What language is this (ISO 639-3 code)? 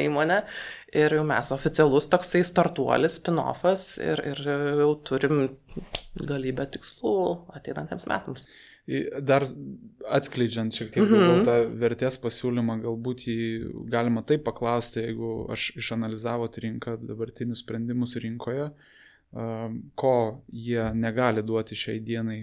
lit